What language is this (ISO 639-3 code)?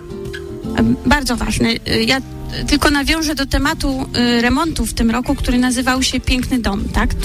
pol